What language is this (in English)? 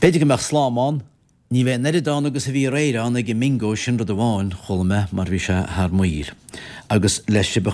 Irish